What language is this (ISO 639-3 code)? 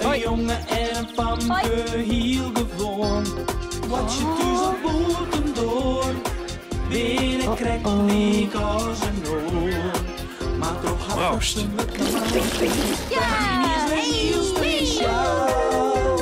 fry